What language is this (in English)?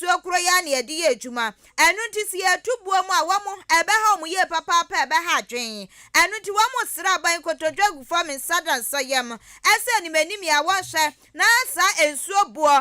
Akan